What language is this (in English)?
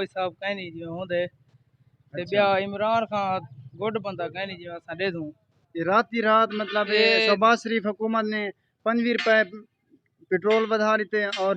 Saraiki